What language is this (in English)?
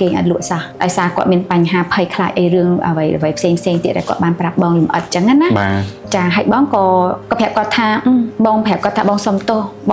Khmer